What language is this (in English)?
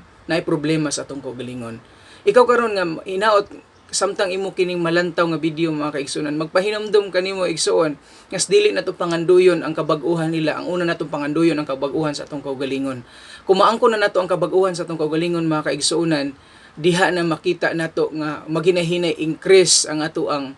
Cebuano